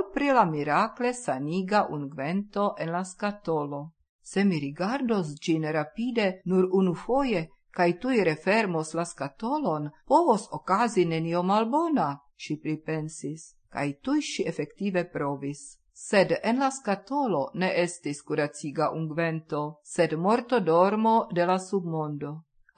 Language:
Esperanto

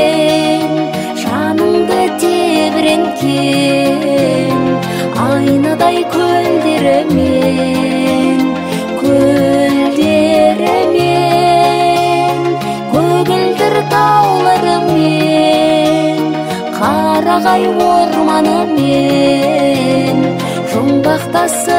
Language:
Kazakh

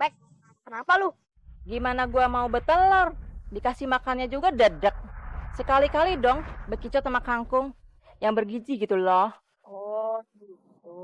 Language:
Betawi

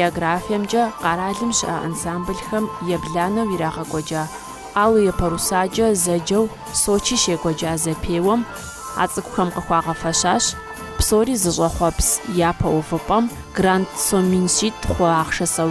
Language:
Kabardian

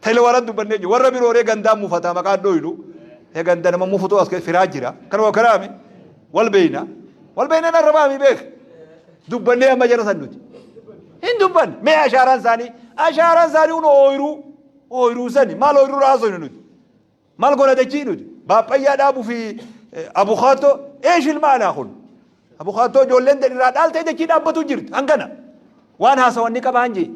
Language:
Oromo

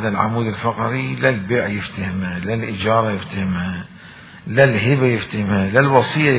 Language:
Mesopotamian Arabic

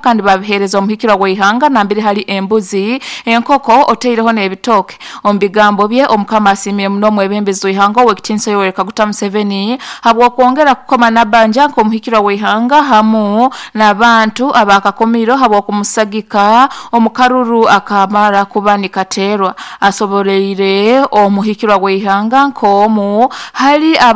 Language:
Nyoro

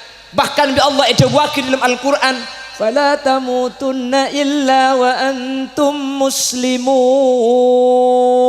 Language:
Madurese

